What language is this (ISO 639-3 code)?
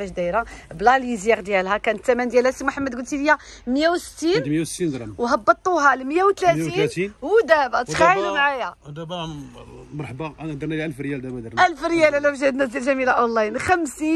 ary